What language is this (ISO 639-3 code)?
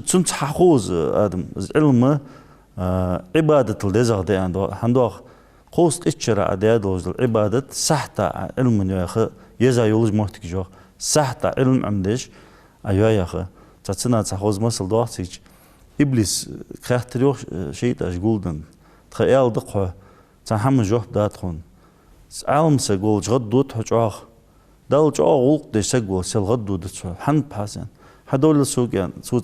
inh